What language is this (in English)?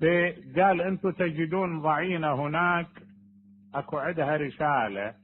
Mesopotamian Arabic